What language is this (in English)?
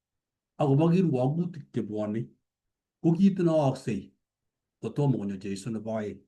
Kalenjin